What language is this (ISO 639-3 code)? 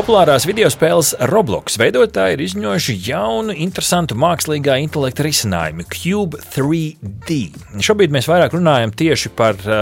lav